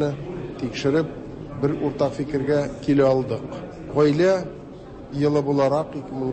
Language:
Tatar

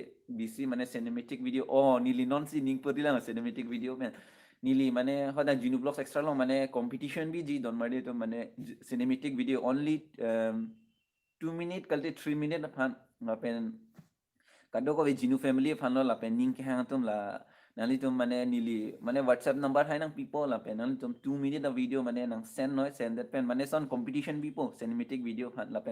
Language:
Karbi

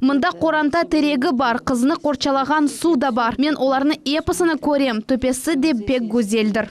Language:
Crimean Tatar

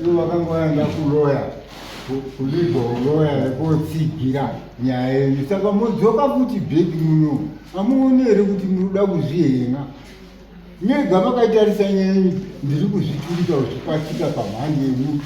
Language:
Shona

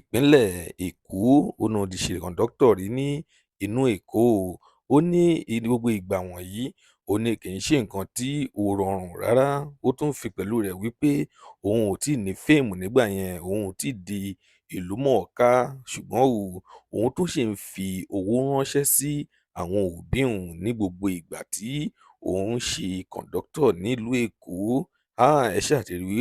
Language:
Yoruba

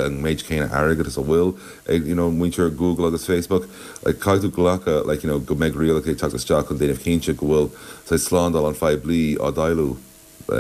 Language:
Irish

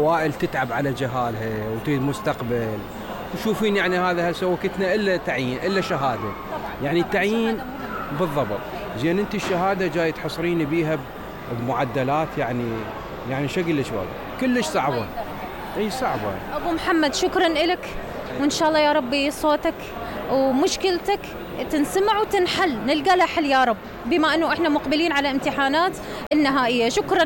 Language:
Mesopotamian Arabic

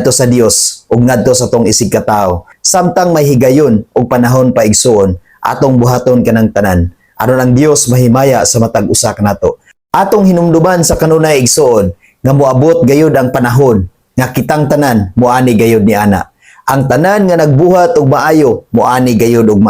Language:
Cebuano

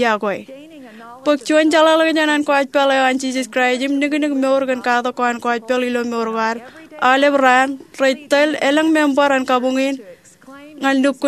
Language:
Marshallese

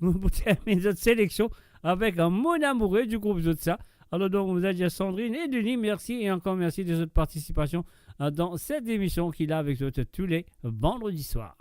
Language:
Morisyen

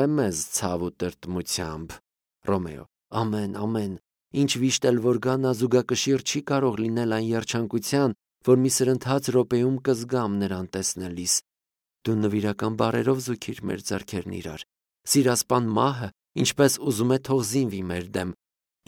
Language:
Armenian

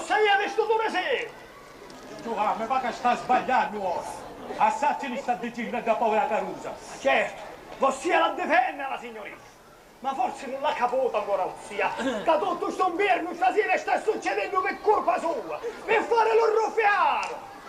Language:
Sicilian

